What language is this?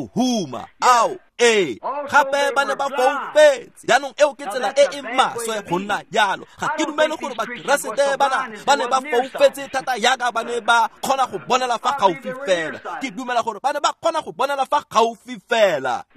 Tswana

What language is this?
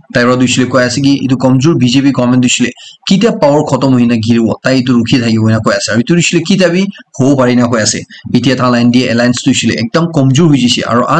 Naga Pidgin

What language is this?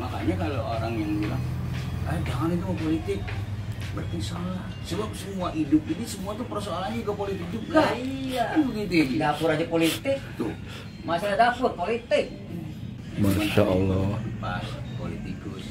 Betawi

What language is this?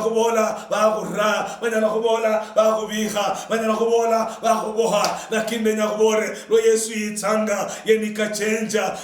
Luyia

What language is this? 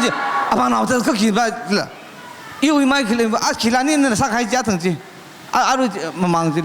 Tangkhul Naga (India)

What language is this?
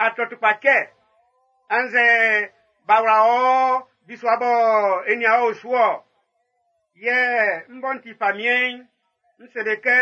Baoulé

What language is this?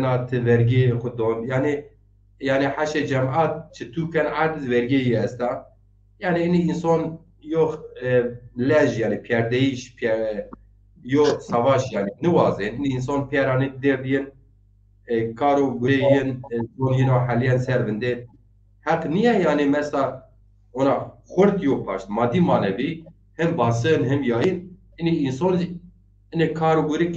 Zaza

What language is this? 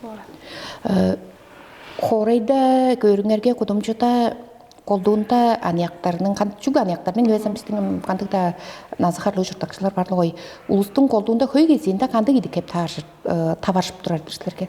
Tuvinian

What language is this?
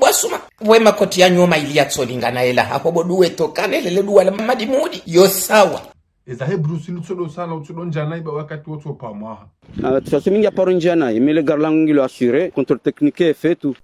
Ngazidja Comorian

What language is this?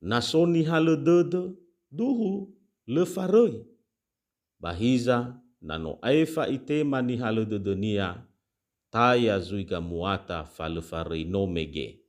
Nias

